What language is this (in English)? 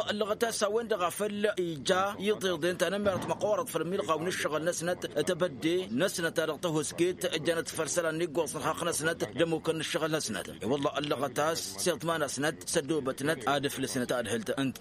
Tamasheq